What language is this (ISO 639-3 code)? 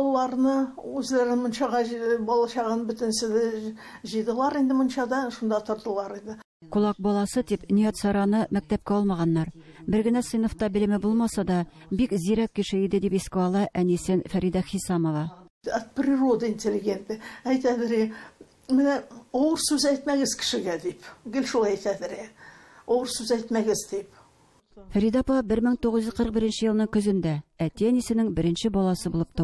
tat